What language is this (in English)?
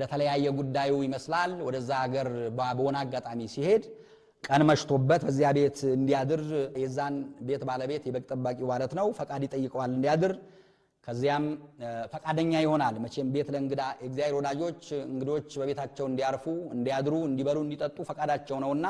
Amharic